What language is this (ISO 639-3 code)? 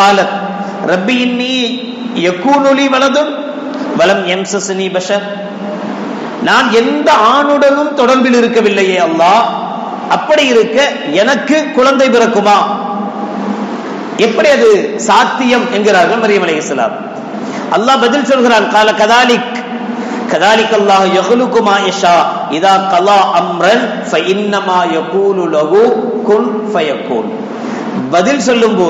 tam